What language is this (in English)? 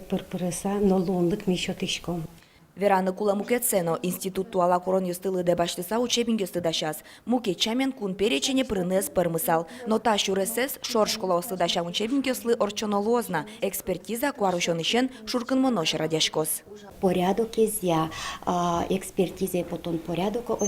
Udmurt